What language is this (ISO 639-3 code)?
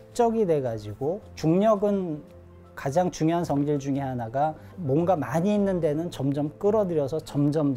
kor